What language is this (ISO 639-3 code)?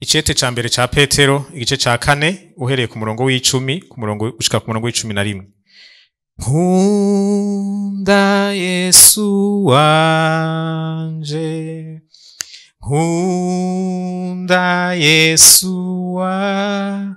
run